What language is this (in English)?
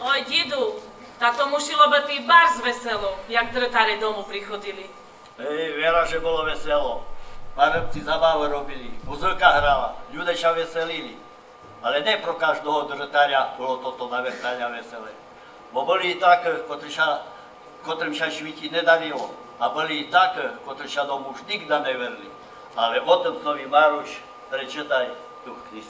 Rusyn